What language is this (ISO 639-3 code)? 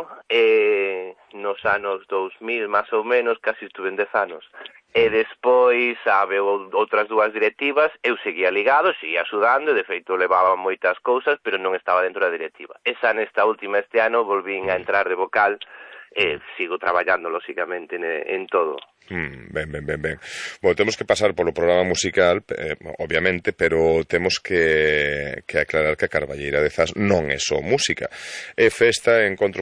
glg